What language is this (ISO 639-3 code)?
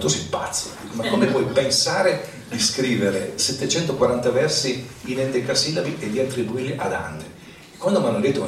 ita